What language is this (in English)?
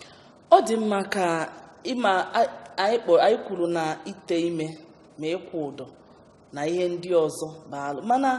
Igbo